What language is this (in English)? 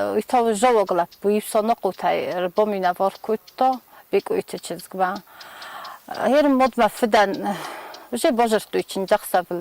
Ossetic